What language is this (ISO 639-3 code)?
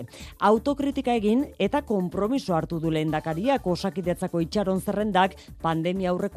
eus